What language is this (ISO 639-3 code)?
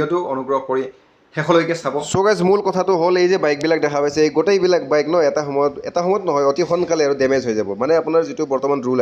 asm